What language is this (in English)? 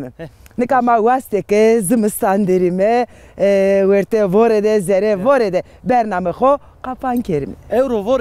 Zaza